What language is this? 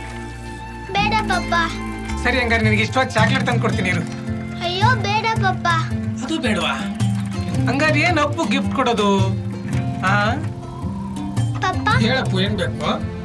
Kannada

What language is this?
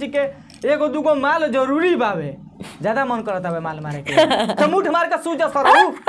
Bhojpuri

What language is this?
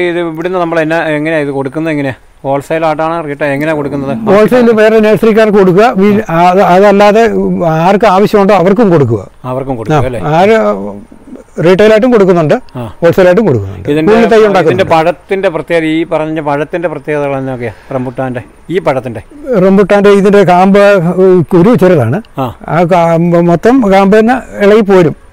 Malayalam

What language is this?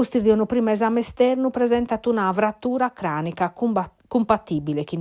Sardinian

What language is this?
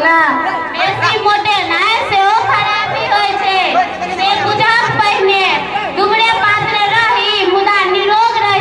Maithili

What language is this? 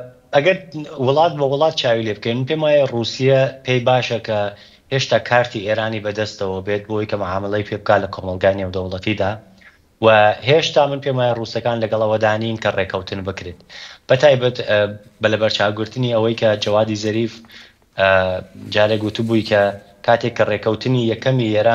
Central Kurdish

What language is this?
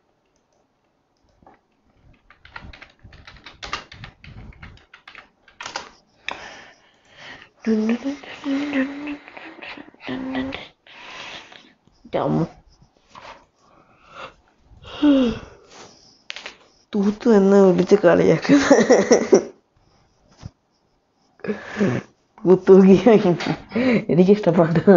Malayalam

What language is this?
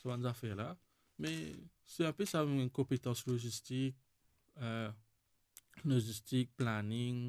Morisyen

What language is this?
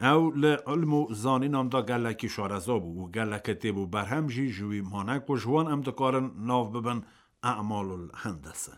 Kurdish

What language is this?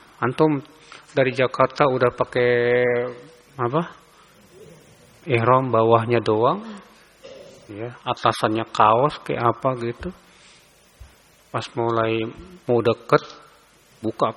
Indonesian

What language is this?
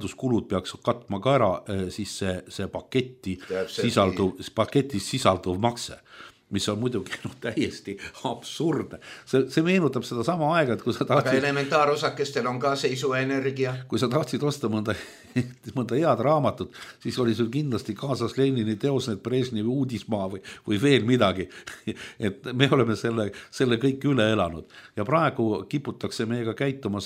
Estonian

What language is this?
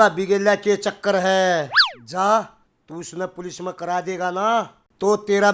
Haryanvi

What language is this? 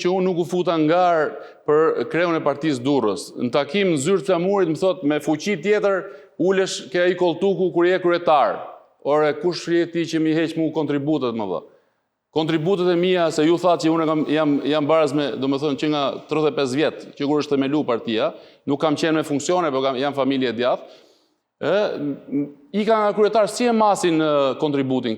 Albanian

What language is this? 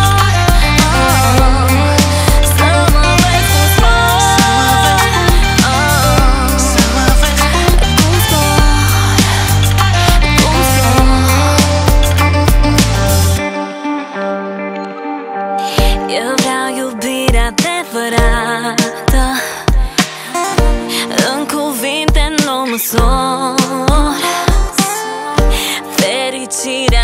Romanian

